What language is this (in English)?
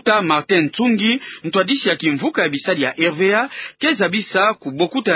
Kituba (Democratic Republic of Congo)